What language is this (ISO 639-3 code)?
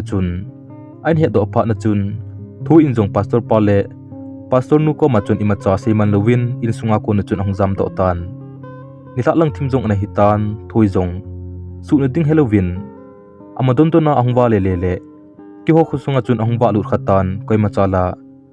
tcz